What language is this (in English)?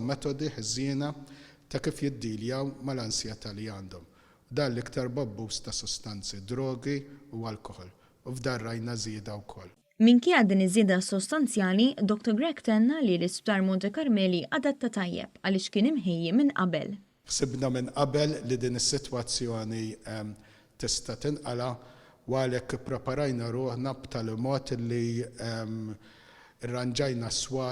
Maltese